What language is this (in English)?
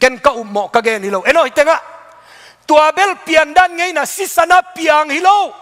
Tedim Chin